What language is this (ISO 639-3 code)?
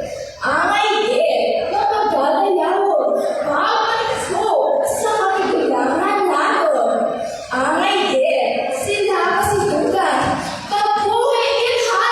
hil